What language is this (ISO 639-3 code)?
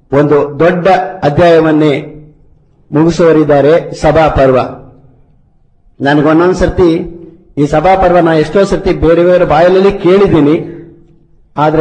kan